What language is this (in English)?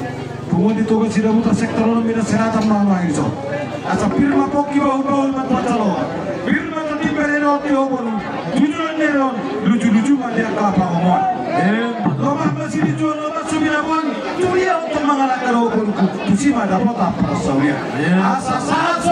Batak Toba